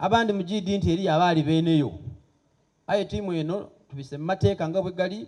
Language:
Soga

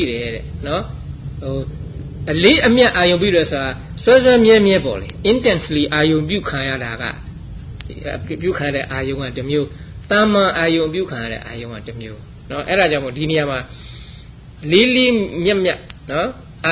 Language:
Burmese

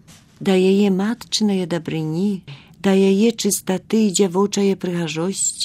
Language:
Belarusian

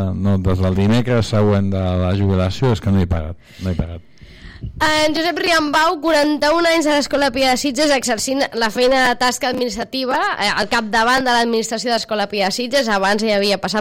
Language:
Catalan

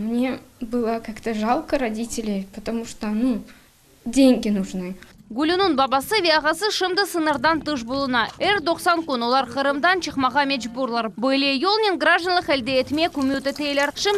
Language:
Crimean Tatar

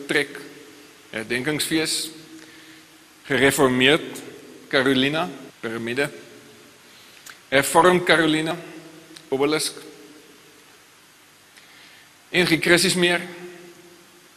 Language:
Afrikaans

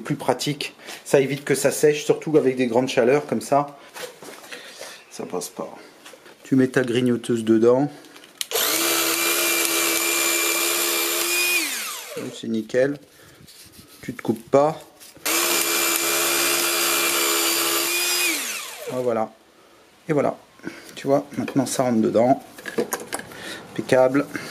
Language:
French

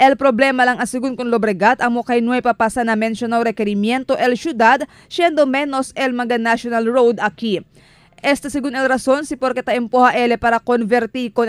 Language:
Chavacano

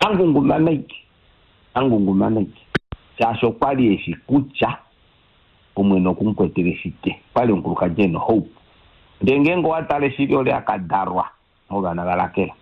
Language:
Kuanyama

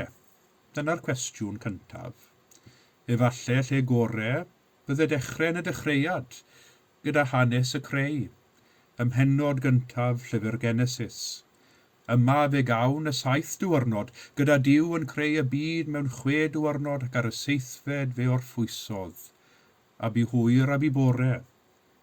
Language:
Welsh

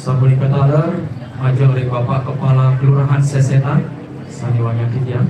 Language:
Balinese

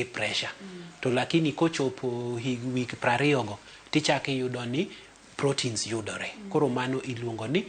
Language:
Luo (Kenya and Tanzania)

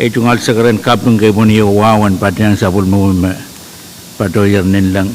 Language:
Pohnpeian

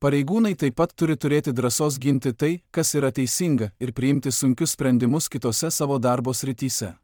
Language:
Lithuanian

